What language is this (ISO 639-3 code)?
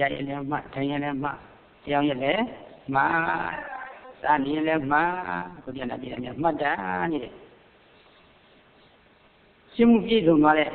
mya